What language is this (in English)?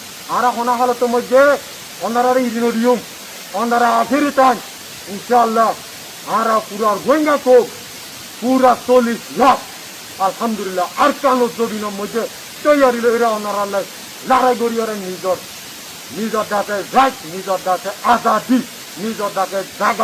Rohingya